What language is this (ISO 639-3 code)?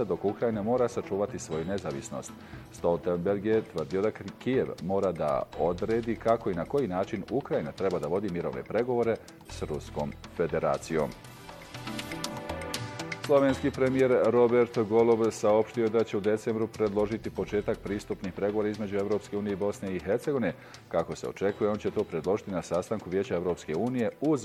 bos